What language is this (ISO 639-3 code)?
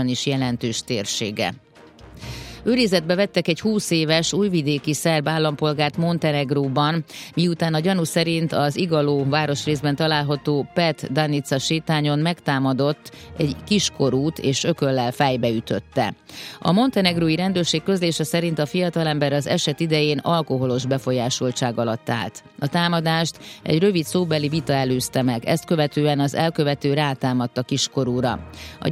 hun